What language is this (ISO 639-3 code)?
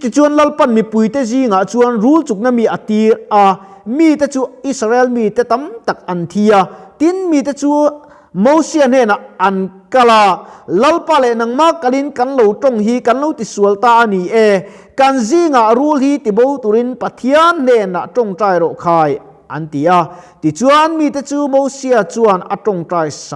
lus